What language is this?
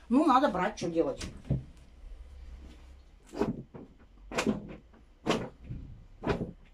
Russian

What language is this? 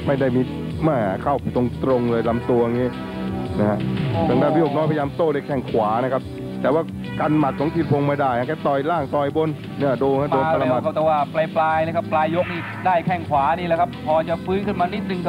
Thai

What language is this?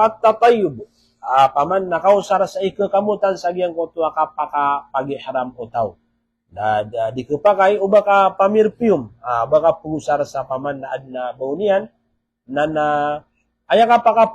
Maranao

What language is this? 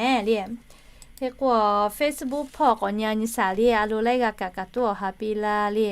Lahu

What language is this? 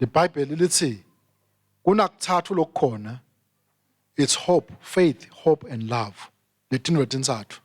Swati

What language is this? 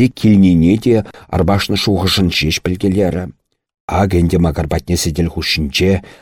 Chuvash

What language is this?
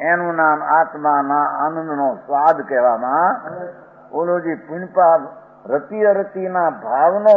Gujarati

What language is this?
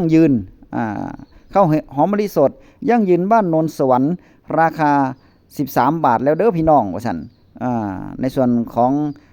Northeastern Thai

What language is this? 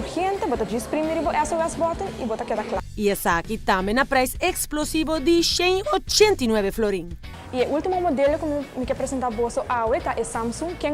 Papiamento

